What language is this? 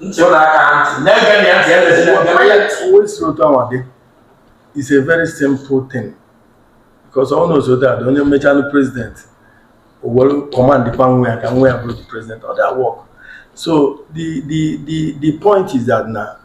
Igbo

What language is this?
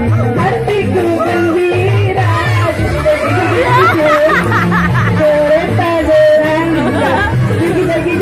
Betawi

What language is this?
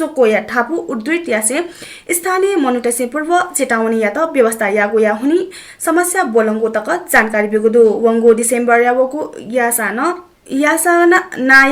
Newari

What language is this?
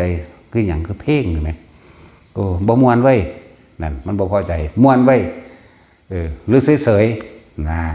Northeastern Thai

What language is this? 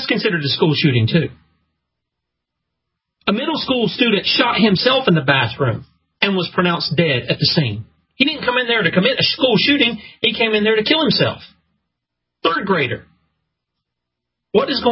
English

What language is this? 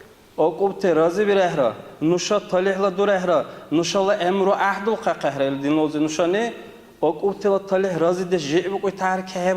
Dargwa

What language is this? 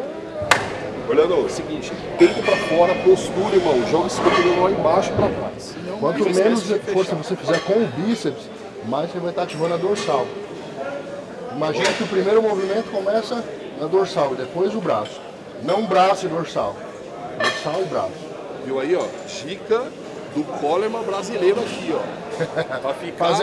Portuguese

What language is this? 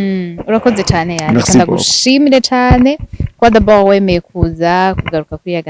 Rundi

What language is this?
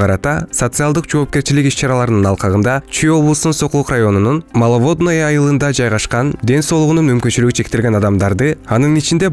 Kyrgyz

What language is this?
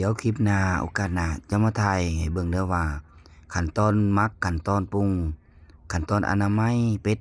Lao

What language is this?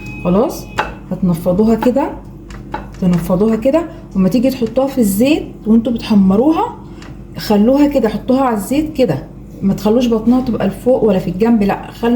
Egyptian Arabic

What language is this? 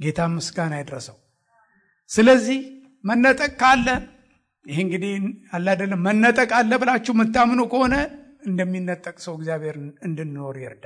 Amharic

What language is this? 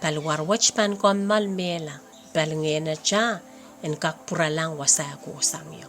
Pohnpeian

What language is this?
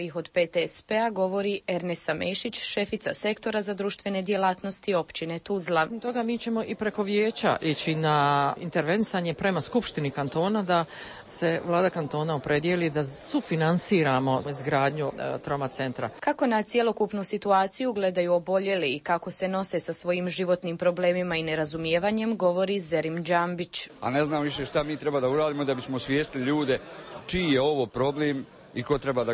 Bosnian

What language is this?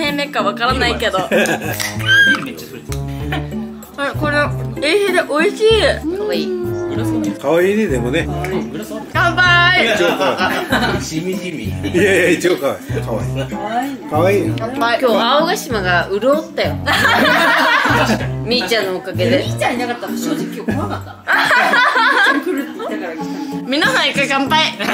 Japanese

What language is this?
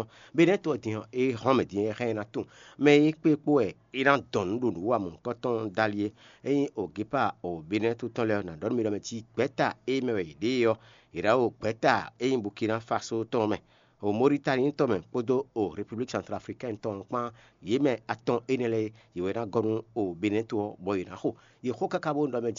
Fon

